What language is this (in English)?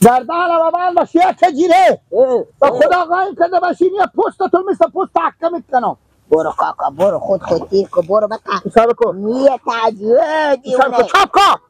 Persian